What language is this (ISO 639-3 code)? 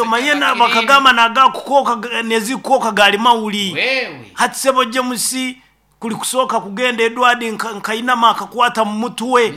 nyn